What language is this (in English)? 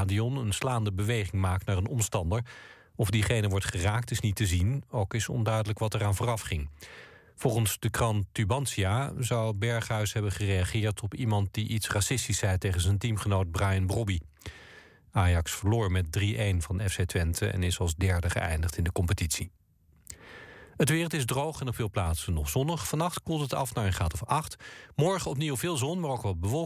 Dutch